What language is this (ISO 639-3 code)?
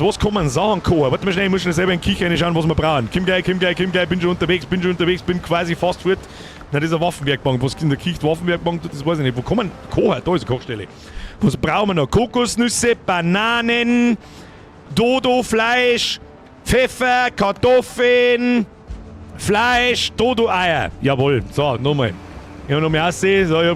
bar